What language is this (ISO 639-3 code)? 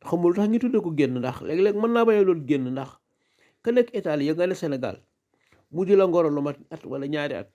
wol